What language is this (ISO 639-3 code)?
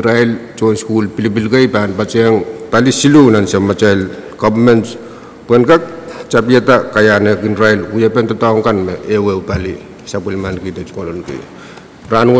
pon